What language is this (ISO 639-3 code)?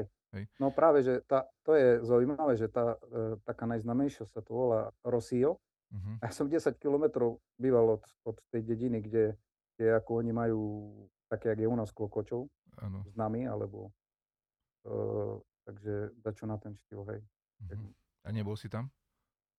slk